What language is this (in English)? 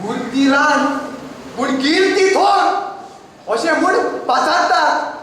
Konkani